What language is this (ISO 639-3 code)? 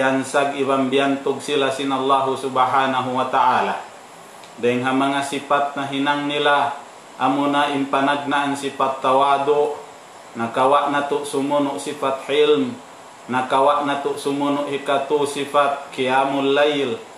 tsg